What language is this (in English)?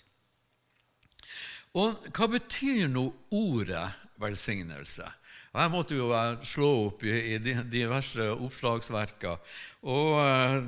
Norwegian